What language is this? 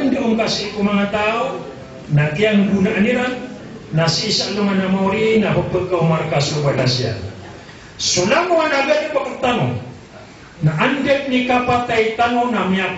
Maranao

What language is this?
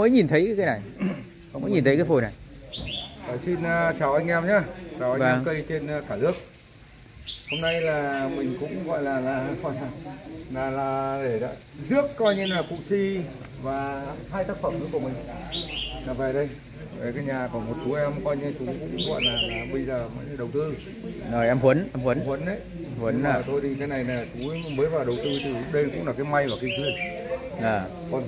Vietnamese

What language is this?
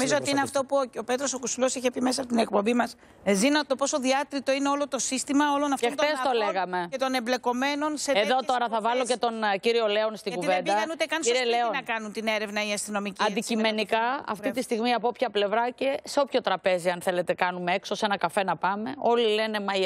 Greek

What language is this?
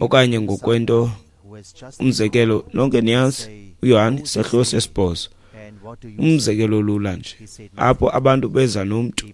Xhosa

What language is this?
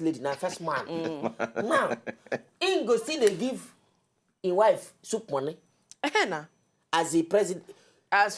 Nigerian Pidgin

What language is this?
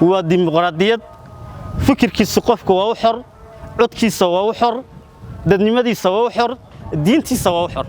Somali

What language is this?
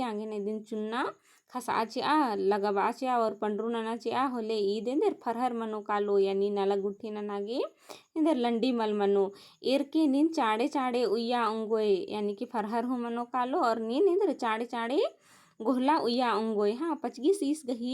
Kurukh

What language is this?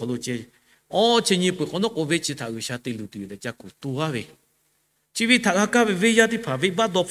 Lahu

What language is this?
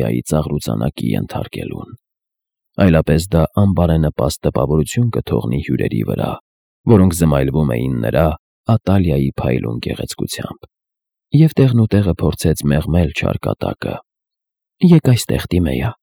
Armenian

